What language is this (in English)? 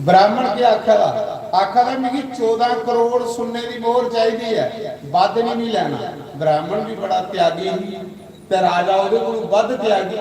Dogri